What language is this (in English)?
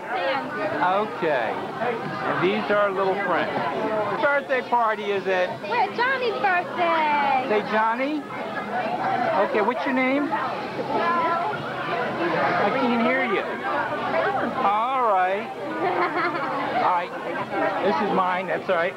English